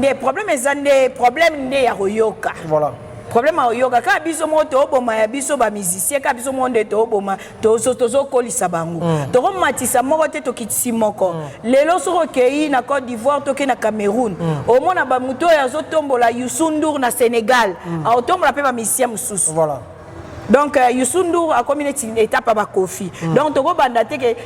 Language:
Lingala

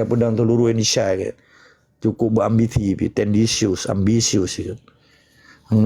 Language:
Achinese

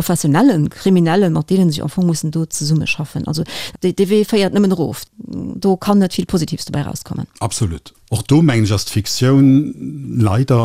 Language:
Luxembourgish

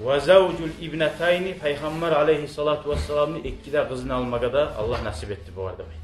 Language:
Kumyk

